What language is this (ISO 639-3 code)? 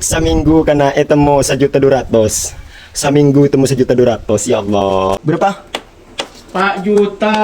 mad